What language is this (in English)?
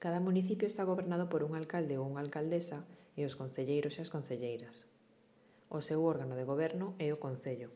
Galician